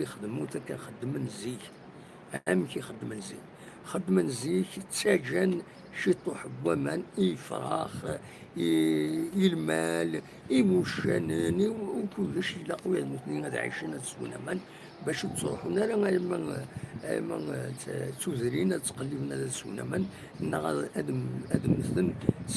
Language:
Kabyle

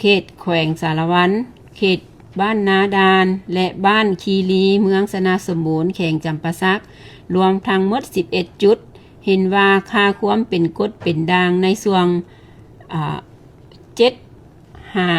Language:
Lao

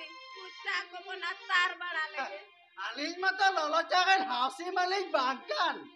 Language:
Santali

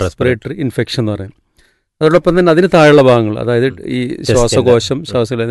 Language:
Malayalam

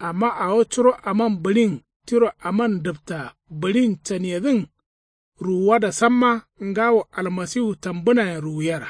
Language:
Kanuri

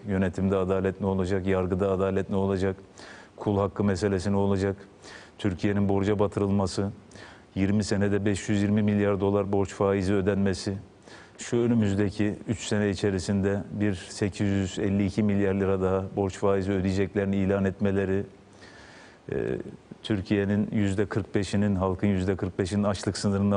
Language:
Turkish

